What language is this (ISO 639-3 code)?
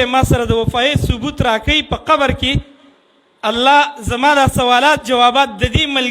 pus